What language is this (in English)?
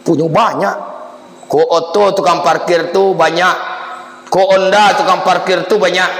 Minangkabau